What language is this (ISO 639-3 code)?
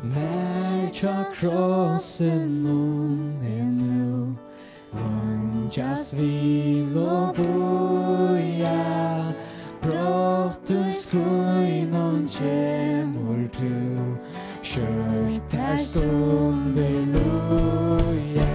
fao